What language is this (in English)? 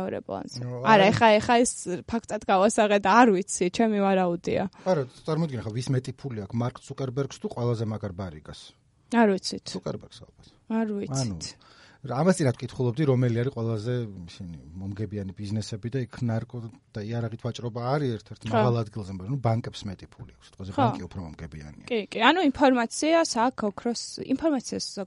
Georgian